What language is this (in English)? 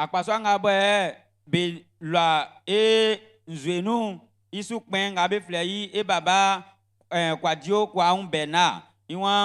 Baoulé